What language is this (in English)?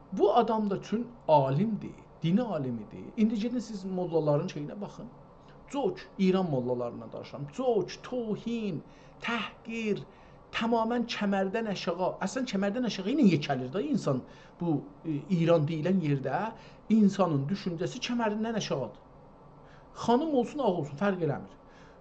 South Azerbaijani